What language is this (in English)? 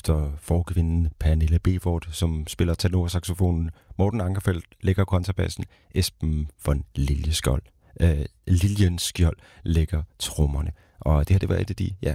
Danish